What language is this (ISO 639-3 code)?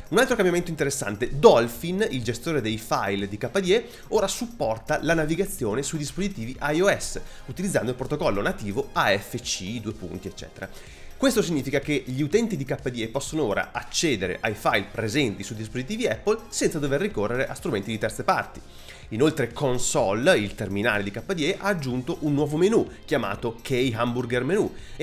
ita